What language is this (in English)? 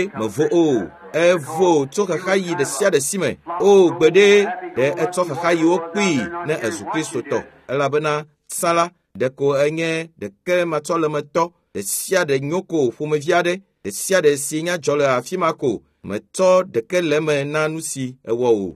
Ewe